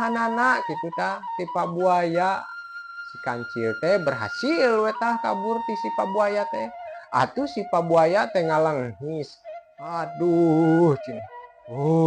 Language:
Sundanese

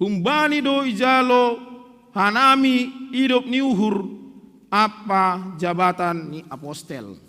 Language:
Batak Simalungun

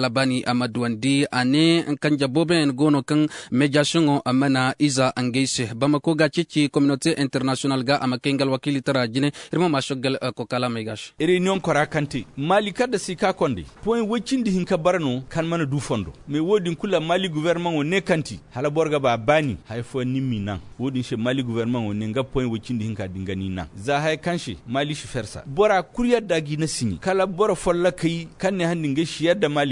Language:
Koyraboro Senni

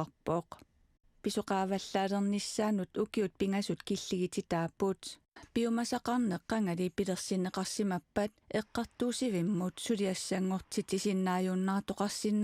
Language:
Kalaallisut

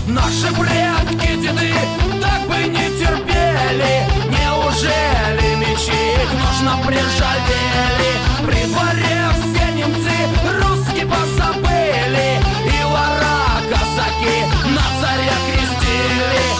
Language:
Russian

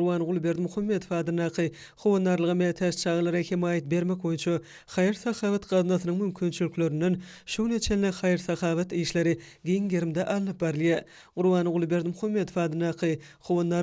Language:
Turkmen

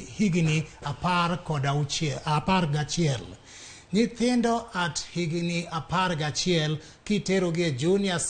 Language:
Luo (Kenya and Tanzania)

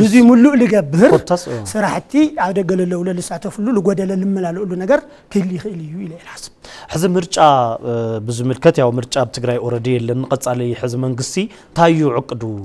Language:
Tigrinya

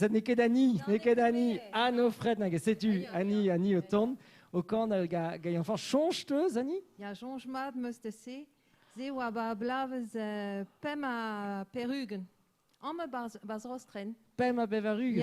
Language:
Breton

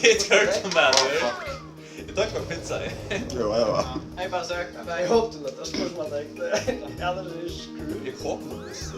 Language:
Faroese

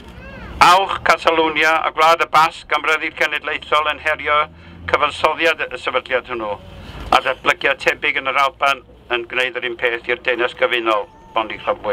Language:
Welsh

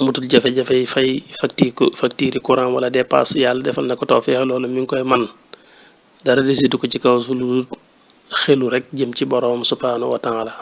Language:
Wolof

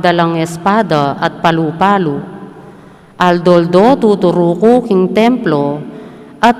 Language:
Pampanga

